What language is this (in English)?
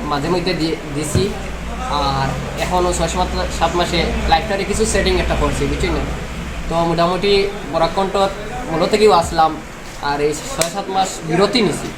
Sylheti